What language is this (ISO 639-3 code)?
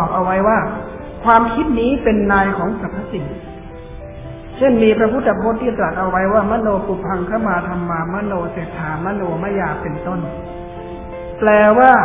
tha